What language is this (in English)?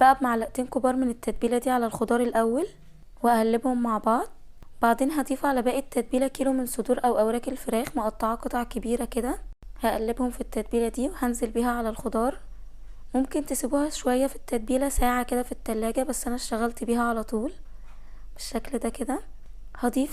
Egyptian Arabic